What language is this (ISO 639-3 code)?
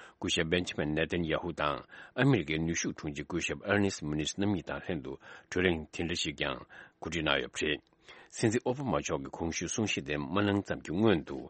bod